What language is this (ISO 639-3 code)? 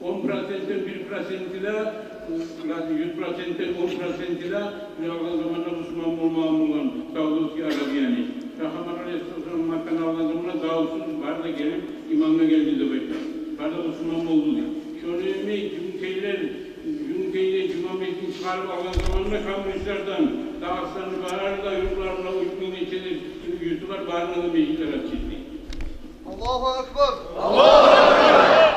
kum